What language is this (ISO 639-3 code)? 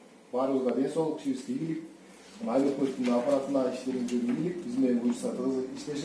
kir